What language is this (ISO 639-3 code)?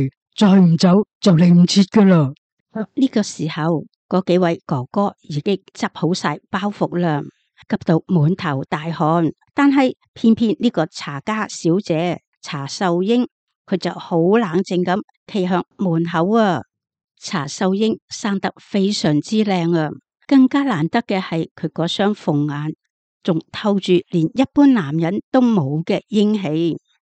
yue